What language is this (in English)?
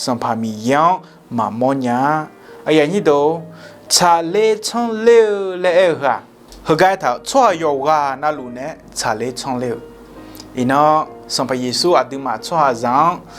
Akha